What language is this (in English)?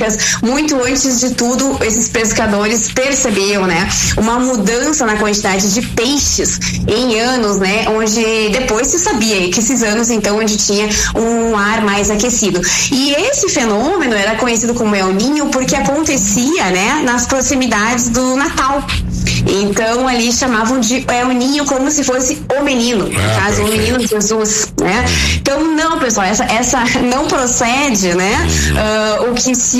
Portuguese